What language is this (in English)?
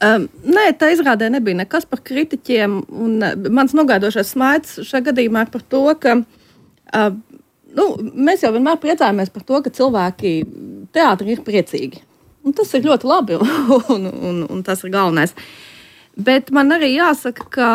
Latvian